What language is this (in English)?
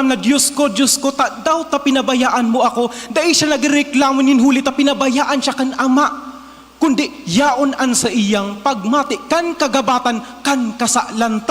Bikol